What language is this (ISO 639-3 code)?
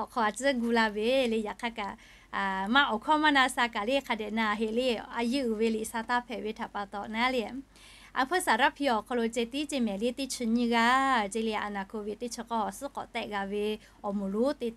lhu